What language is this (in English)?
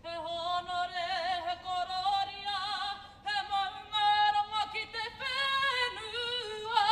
Māori